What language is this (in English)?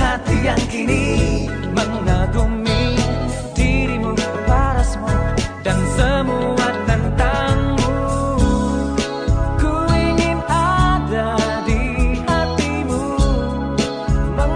Indonesian